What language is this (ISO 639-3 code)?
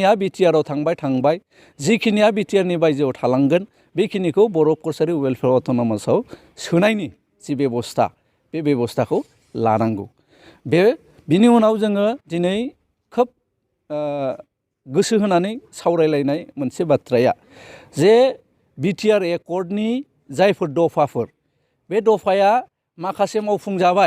brx